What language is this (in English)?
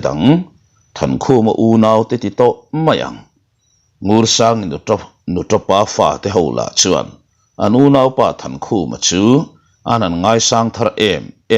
Mizo